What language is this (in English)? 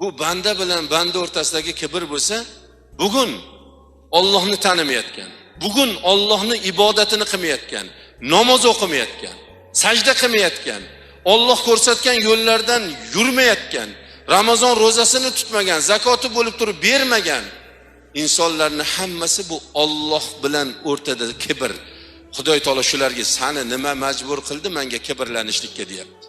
Uzbek